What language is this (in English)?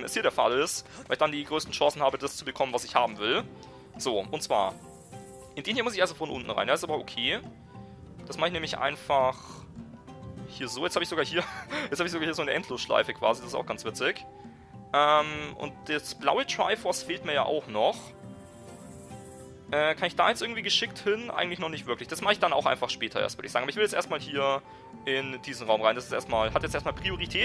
German